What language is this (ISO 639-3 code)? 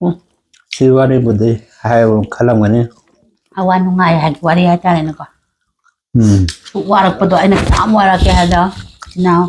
mni